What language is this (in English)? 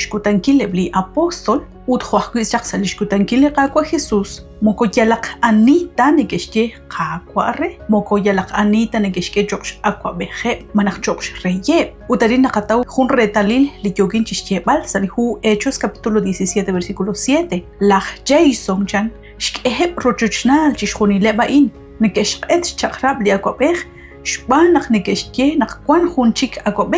Kekchí